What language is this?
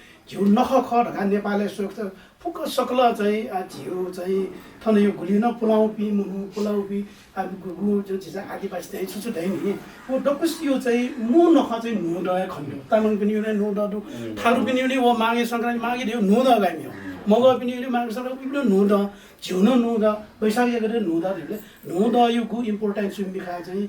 Newari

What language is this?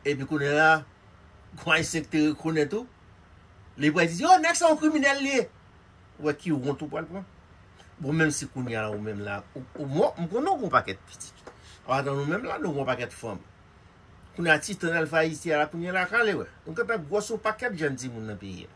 Haitian Creole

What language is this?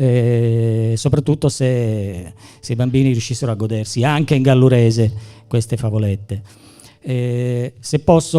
Gallurese Sardinian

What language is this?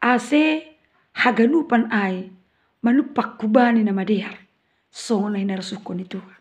Batak Simalungun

